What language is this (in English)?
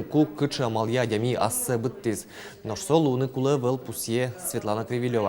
Udmurt